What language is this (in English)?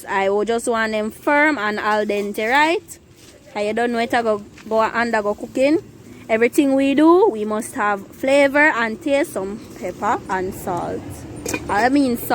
Jamaican Creole English